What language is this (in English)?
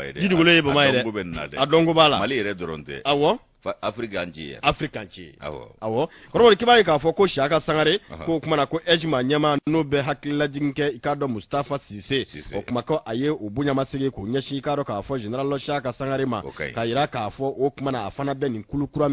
Bambara